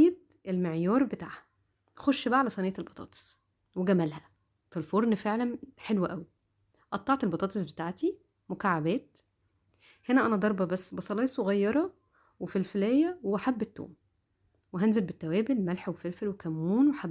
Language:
Egyptian Arabic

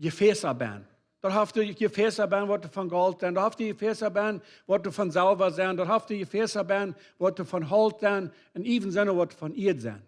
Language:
Plautdietsch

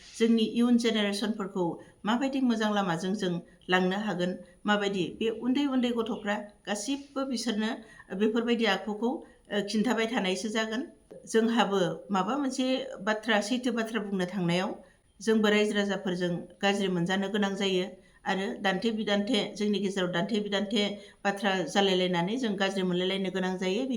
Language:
Bodo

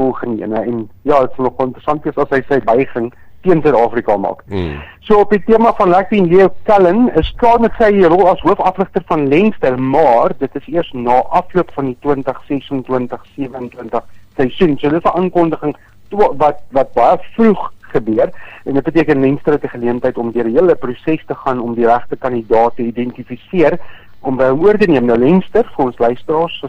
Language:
Afrikaans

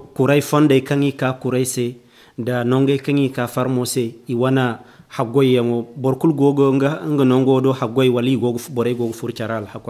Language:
Zarma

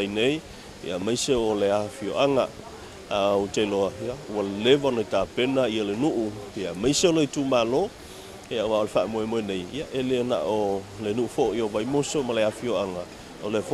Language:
Samoan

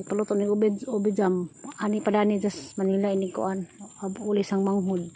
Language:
Cebuano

